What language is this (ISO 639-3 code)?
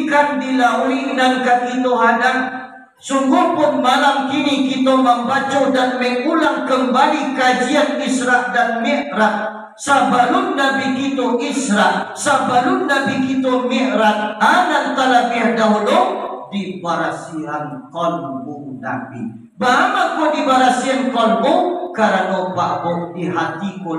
min